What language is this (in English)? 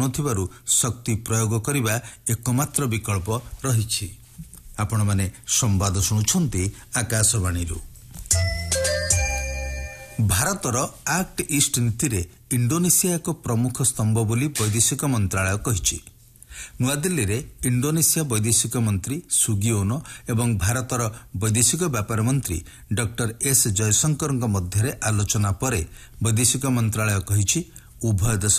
Odia